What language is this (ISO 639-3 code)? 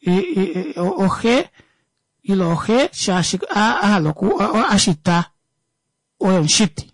kua